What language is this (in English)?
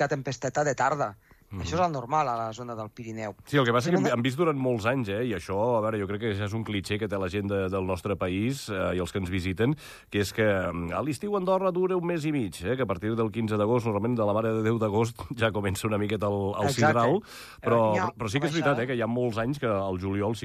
Catalan